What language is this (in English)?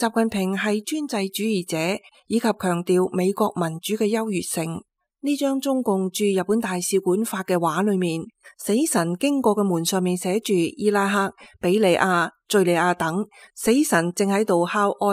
Cantonese